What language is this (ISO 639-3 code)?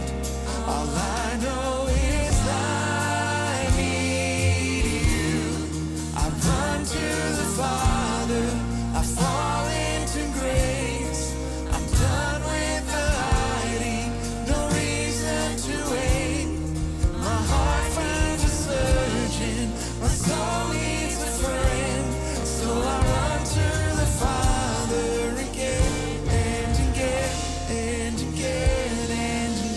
eng